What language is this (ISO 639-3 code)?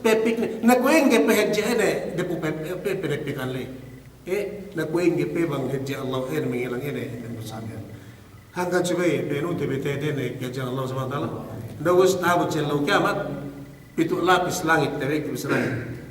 yka